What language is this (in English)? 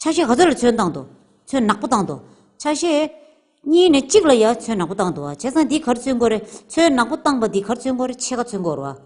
Tibetan